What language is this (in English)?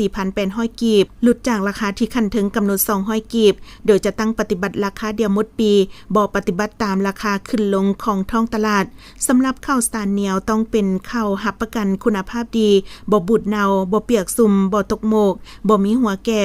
Lao